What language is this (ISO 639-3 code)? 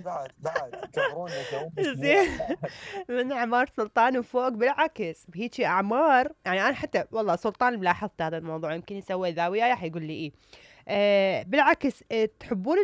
acm